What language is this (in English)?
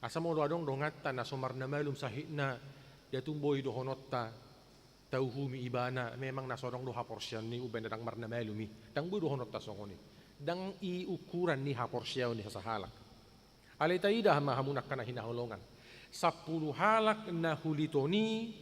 Batak Toba